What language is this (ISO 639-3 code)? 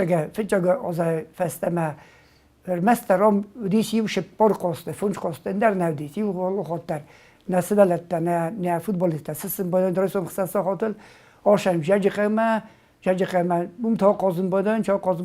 oss